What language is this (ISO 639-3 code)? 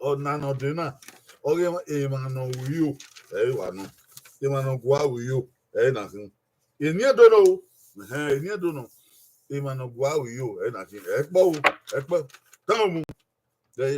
bin